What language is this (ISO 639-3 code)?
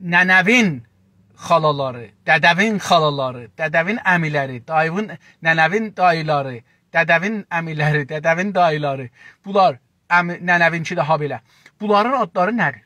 azb